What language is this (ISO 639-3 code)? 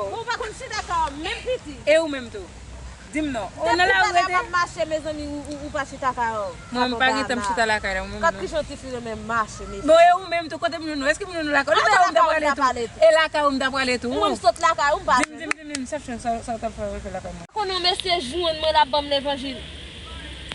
hat